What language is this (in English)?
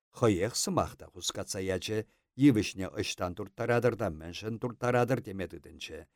Chuvash